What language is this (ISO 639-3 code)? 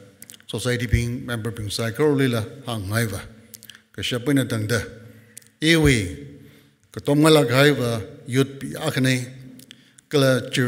nmf